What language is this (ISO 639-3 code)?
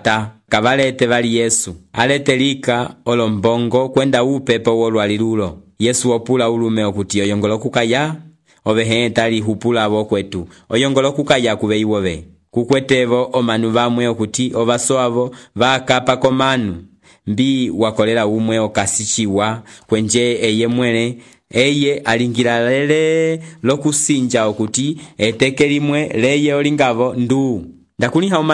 umb